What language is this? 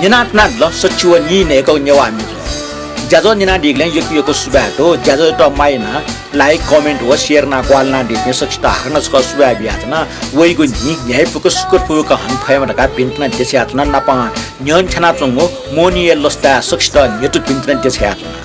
Newari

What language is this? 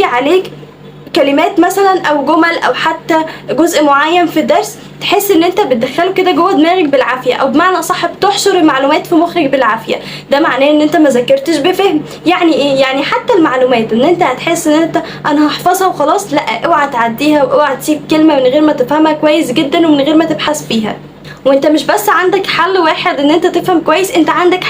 Egyptian Arabic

